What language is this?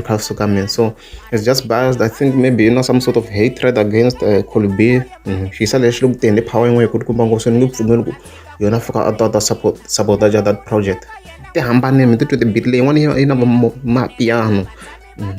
Tsonga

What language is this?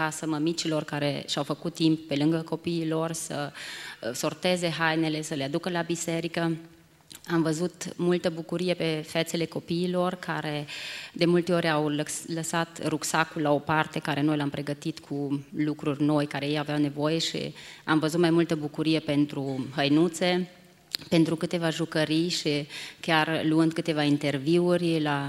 Romanian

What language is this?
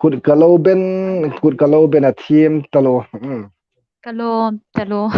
Hmar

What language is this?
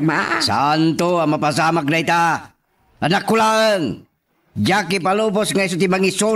Iloko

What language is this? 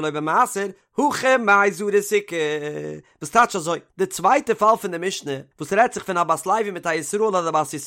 Yiddish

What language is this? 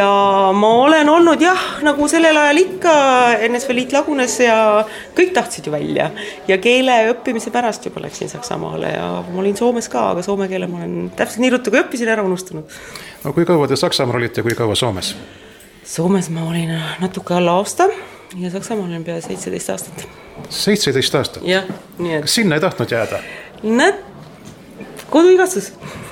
Estonian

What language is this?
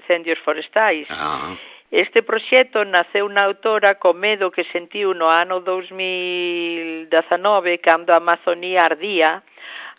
Galician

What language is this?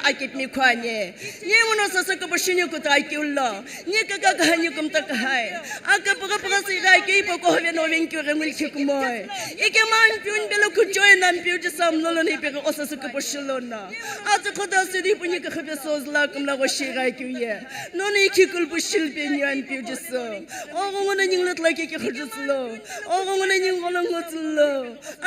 Sumi Naga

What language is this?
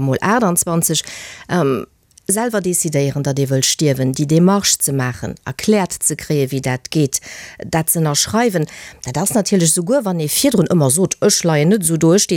Luxembourgish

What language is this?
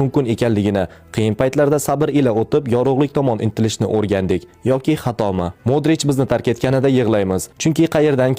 Uzbek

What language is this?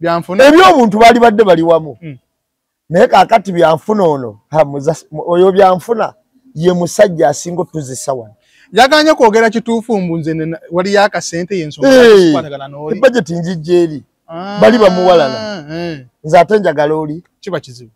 Ganda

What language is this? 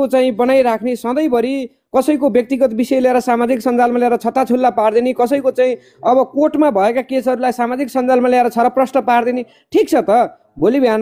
Nepali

